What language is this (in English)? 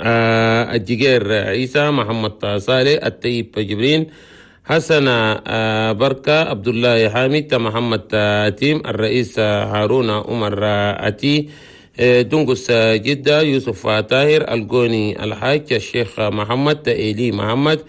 Chadian Arabic